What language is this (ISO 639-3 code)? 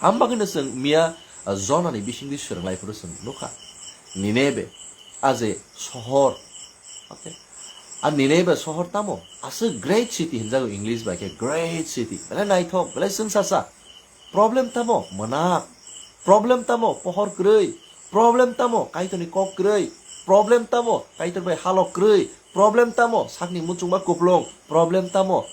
trp